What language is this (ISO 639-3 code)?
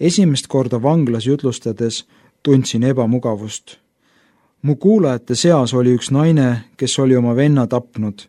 est